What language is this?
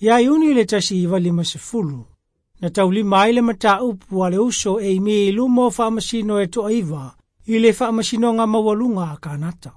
Samoan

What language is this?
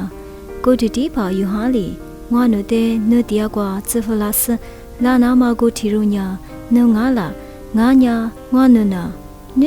Lisu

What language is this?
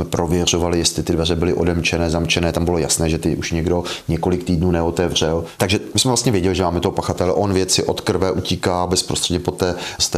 Czech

